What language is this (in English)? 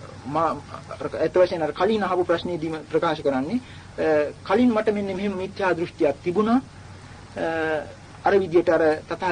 Sinhala